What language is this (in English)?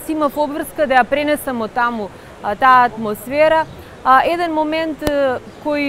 Macedonian